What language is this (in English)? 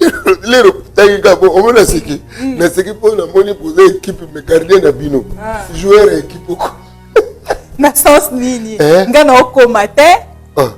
Lingala